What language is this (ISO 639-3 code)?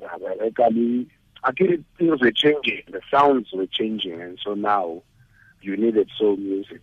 tsn